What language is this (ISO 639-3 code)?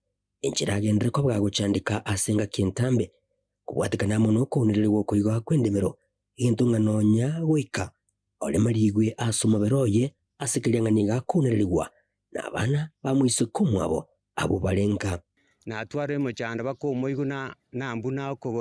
guz